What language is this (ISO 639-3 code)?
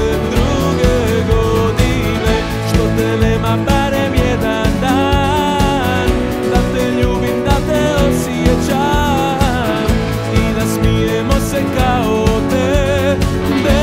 hrv